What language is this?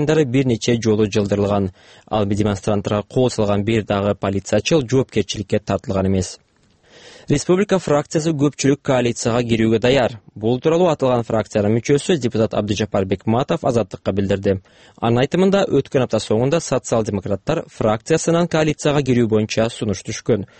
Kyrgyz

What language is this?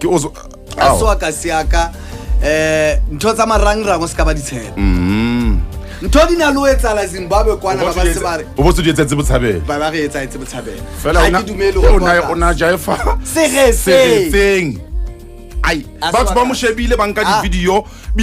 Southern Sotho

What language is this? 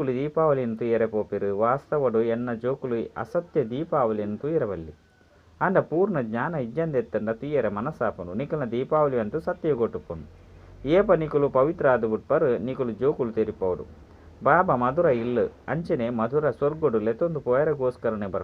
Tulu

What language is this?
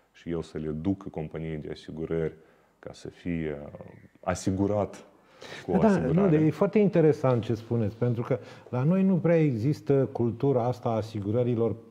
Romanian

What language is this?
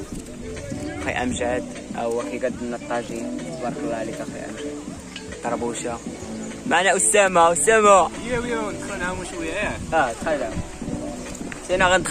Moroccan Arabic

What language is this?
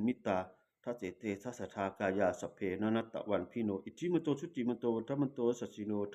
Pali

